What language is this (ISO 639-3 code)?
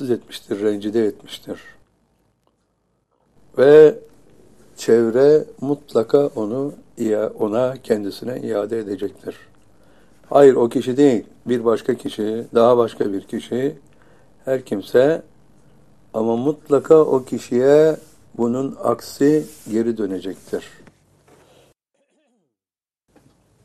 tur